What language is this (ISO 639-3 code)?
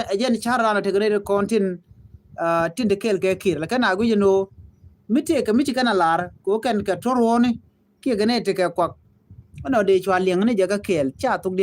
nus